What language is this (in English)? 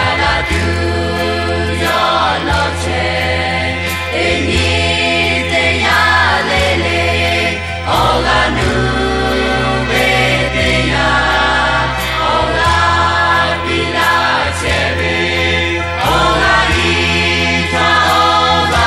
Lahu